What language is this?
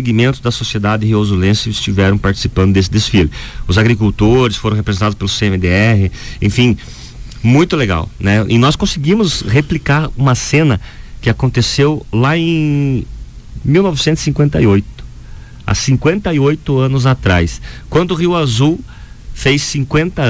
Portuguese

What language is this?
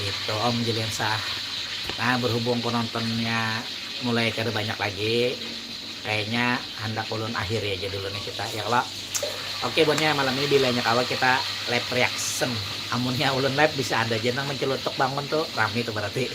Banjar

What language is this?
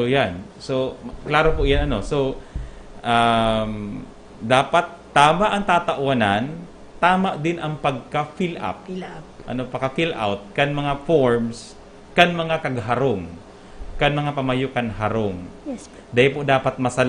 Bikol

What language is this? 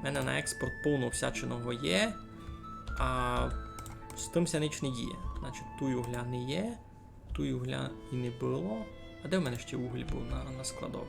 Rusyn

